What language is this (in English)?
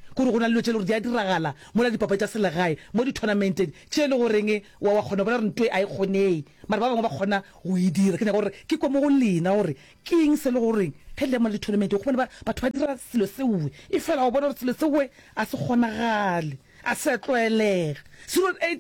Northern Sotho